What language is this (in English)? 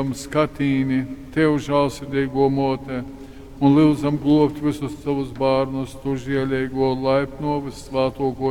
Latgalian